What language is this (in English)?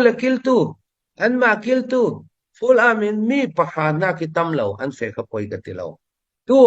Hakha Chin